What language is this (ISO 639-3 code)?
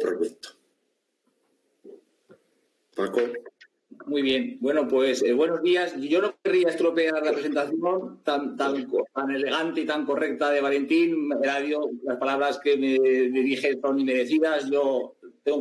spa